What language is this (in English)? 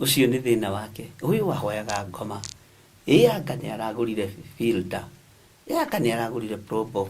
Kikuyu